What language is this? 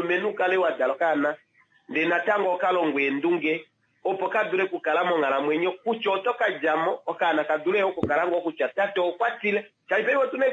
Kuanyama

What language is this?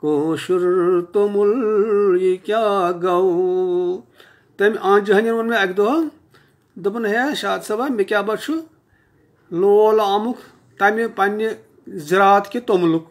Kashmiri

